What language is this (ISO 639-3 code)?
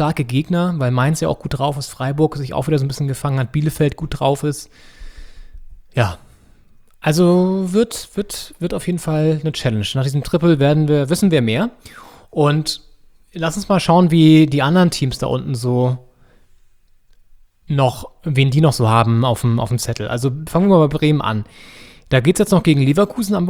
deu